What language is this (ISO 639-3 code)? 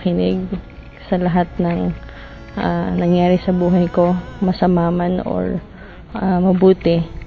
fil